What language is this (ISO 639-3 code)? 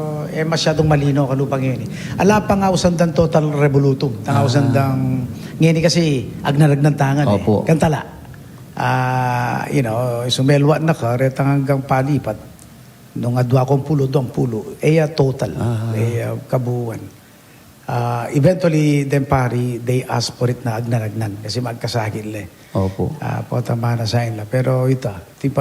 pam